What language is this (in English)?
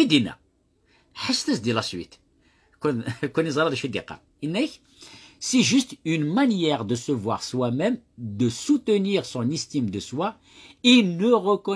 Kabyle